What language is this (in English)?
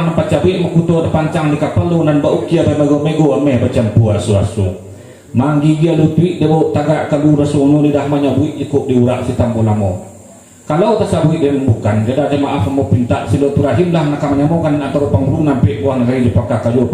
Minangkabau